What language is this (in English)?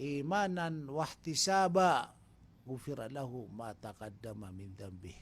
Maranao